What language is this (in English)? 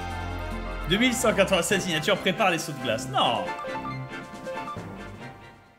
French